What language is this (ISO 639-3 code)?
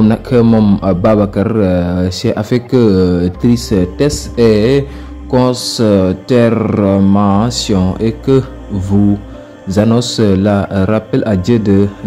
wol